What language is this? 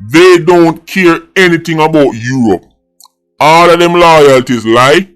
Jamaican Creole English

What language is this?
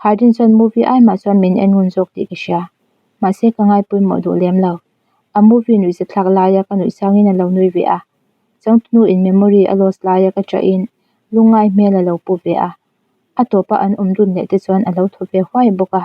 Mizo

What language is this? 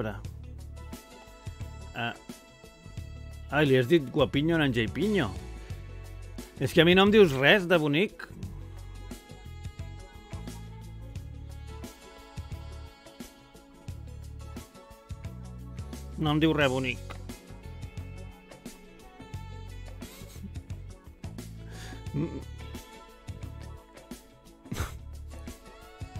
Catalan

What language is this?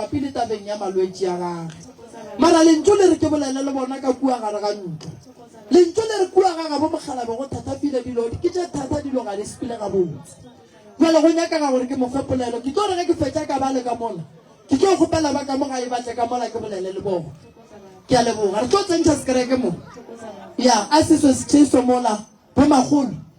Northern Sotho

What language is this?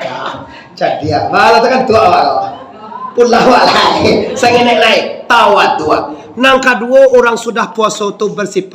Minangkabau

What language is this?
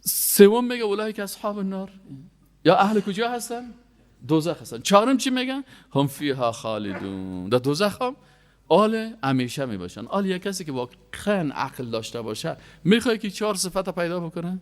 Persian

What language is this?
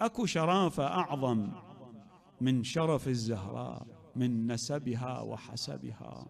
Mesopotamian Arabic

